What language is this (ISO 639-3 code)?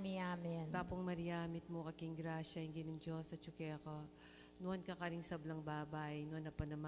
pam